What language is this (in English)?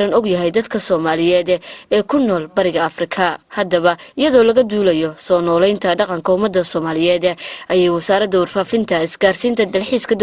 Somali